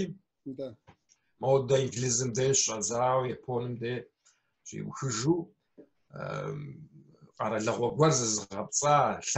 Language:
Kabardian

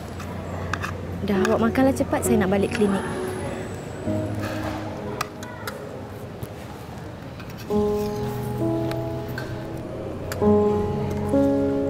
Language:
Malay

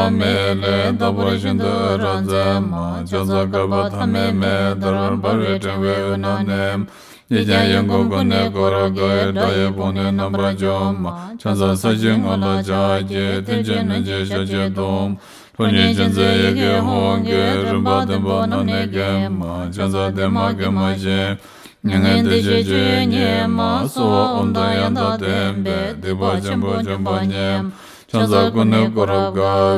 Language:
Tibetan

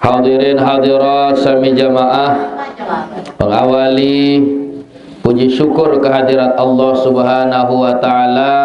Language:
Sasak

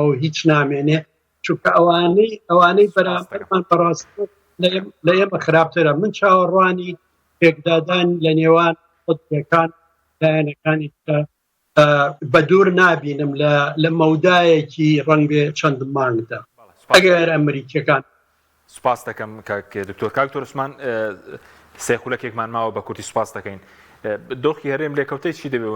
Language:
Central Kurdish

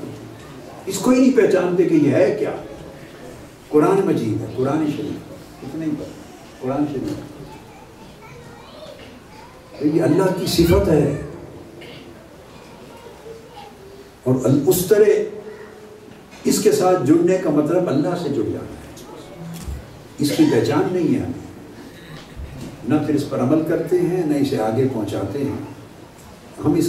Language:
Urdu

